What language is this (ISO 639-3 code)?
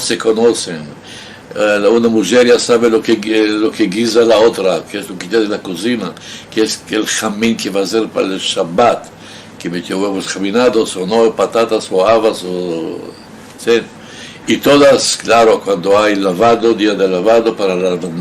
lad